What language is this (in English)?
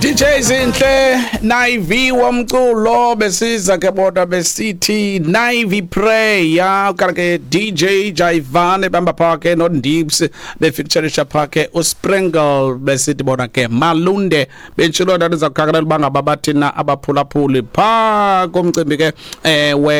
Xhosa